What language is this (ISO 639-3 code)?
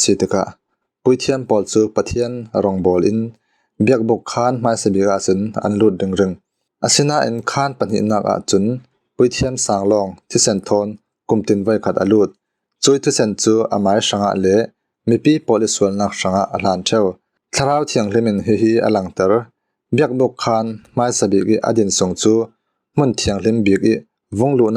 cfm